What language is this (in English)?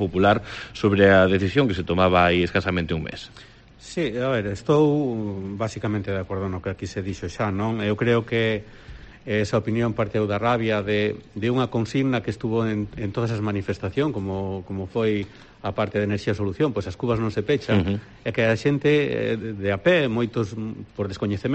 Galician